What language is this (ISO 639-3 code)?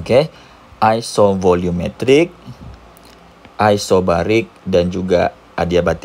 msa